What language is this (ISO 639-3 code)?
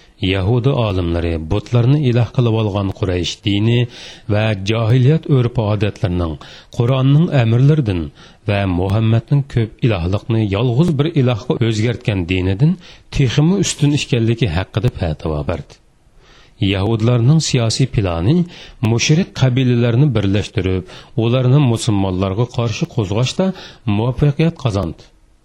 uig